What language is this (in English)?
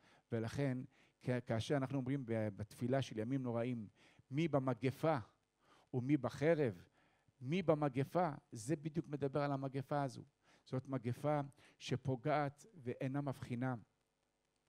Hebrew